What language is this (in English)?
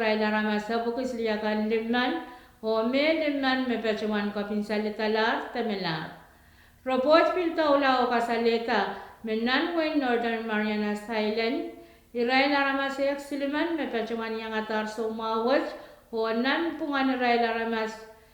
Pohnpeian